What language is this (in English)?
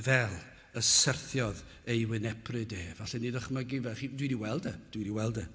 Welsh